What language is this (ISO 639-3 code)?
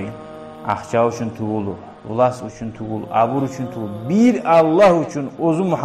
kum